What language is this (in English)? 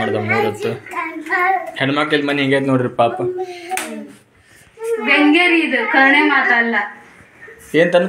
Kannada